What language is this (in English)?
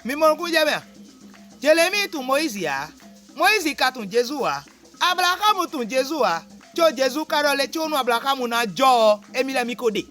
Fon